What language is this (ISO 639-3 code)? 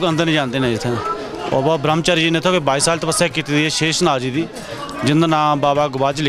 doi